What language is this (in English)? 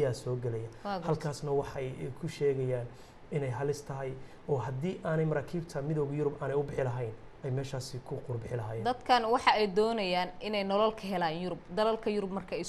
Somali